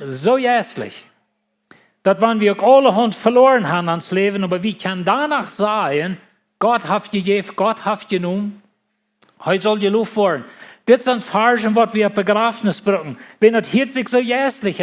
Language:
Plautdietsch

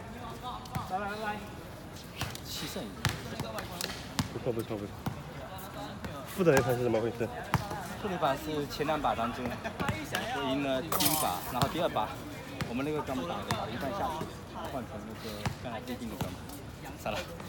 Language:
Chinese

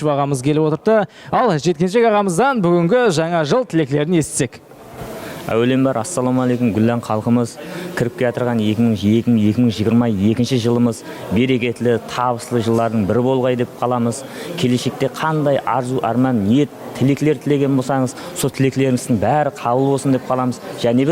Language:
Kara-Kalpak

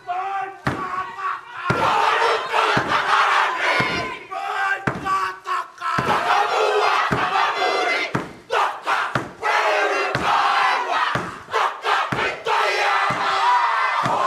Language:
Māori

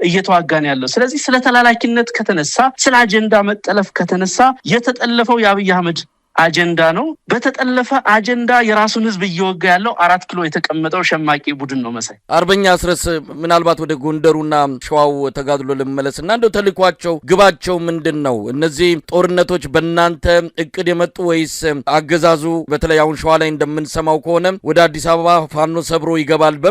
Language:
Amharic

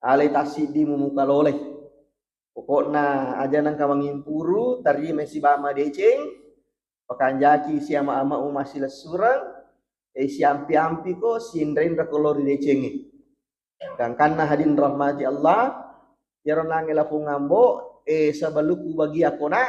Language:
Buginese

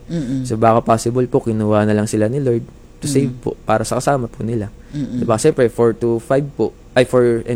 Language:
Filipino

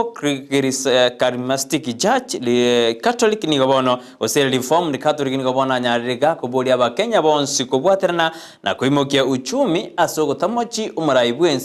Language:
Gusii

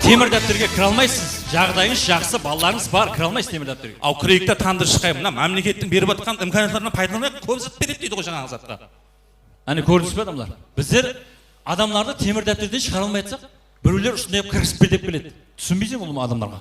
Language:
Kara-Kalpak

